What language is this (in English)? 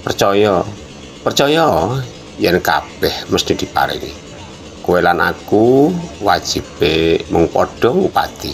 Javanese